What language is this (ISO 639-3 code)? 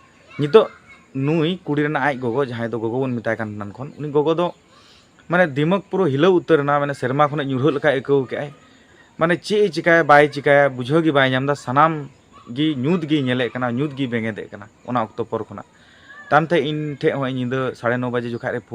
sat